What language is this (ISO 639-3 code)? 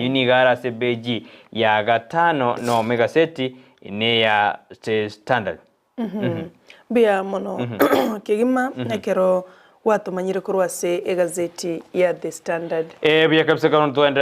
guz